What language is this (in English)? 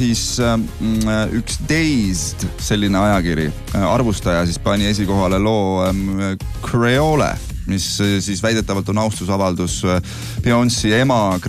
Estonian